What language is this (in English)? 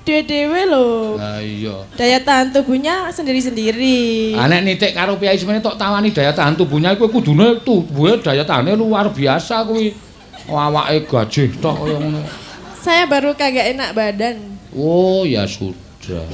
Javanese